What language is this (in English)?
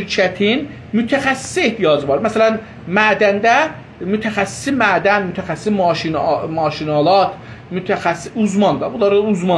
South Azerbaijani